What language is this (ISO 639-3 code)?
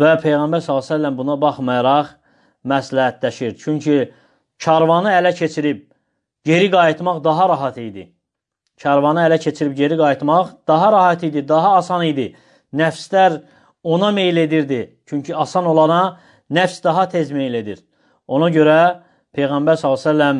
aze